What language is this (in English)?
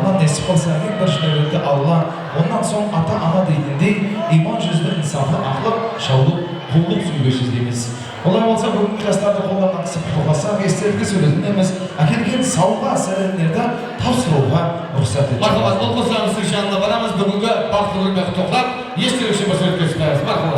Kara-Kalpak